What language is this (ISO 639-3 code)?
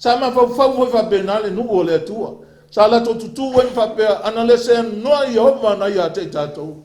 smo